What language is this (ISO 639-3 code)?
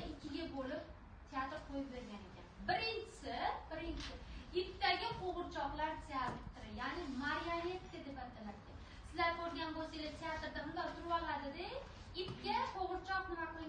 uzb